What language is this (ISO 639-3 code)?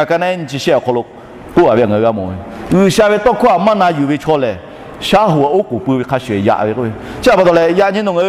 lhu